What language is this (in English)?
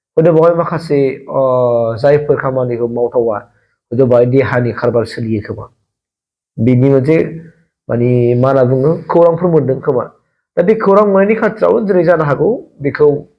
Bodo